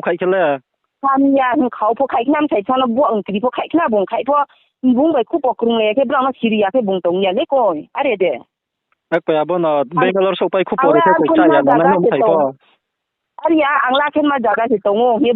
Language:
Riang (India)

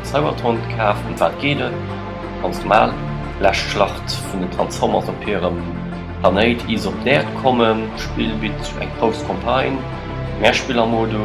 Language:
Luxembourgish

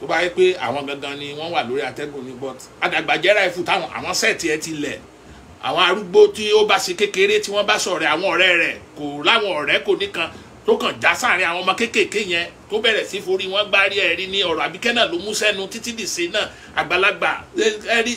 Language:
Yoruba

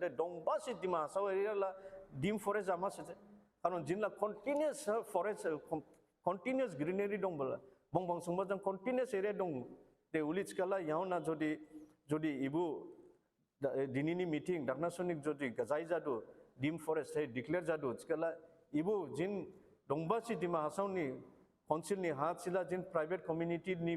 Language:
Dimasa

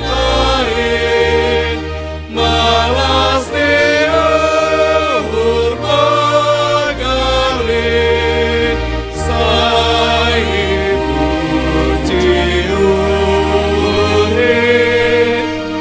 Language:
Batak Simalungun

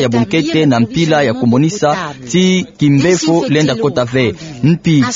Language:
Kituba (Democratic Republic of Congo)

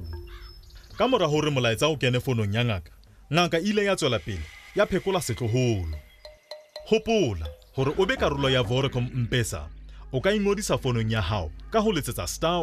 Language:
Southern Sotho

